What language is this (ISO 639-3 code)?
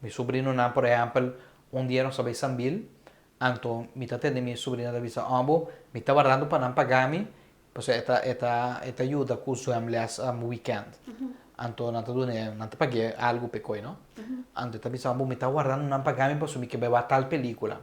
pap